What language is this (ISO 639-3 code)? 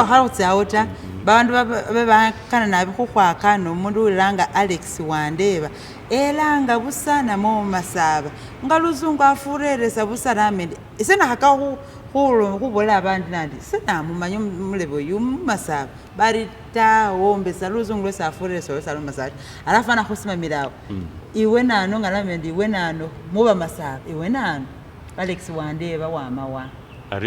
myx